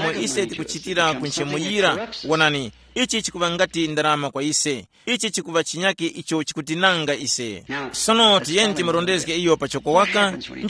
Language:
Tumbuka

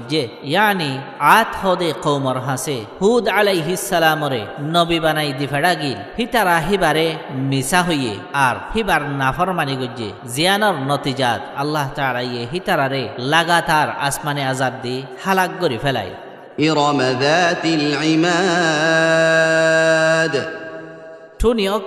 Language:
Rohingya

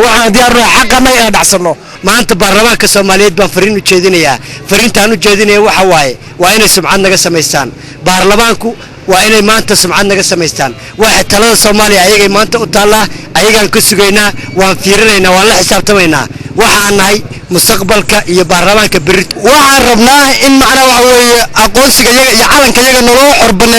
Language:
Somali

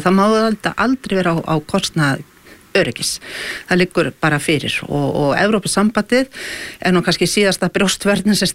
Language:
Icelandic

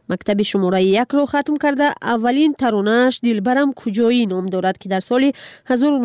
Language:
Persian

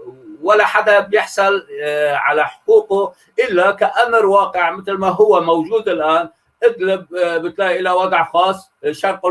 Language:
North Levantine Arabic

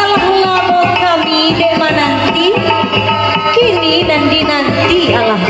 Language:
Minangkabau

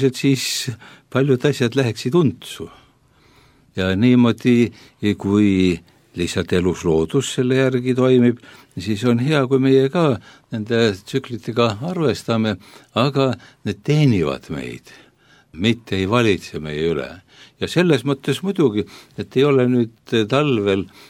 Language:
Estonian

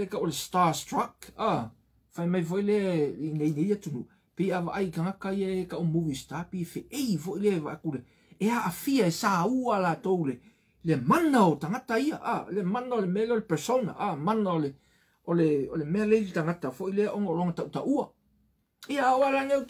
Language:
Samoan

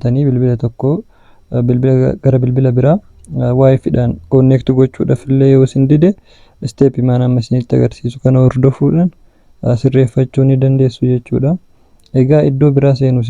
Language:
Oromo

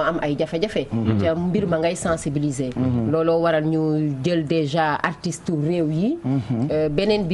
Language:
Wolof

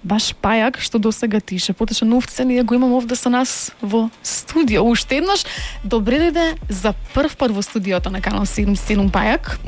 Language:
Macedonian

